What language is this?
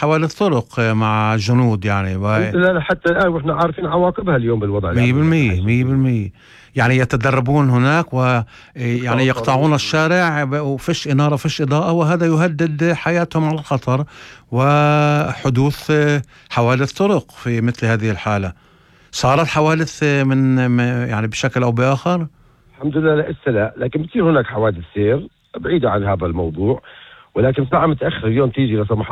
North Levantine Arabic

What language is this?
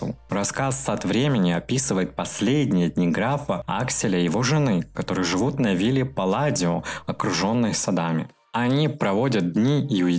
Russian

